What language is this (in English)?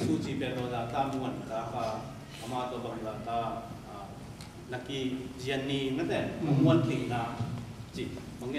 Tedim Chin